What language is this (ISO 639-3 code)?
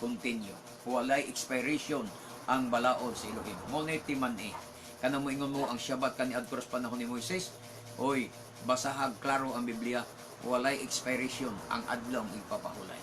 ceb